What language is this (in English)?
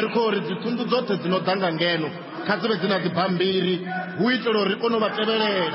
Venda